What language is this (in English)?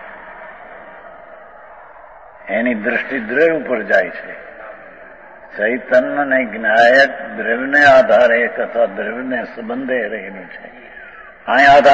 Gujarati